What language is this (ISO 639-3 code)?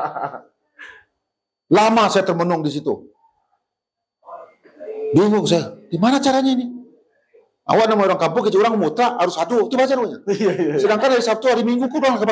ind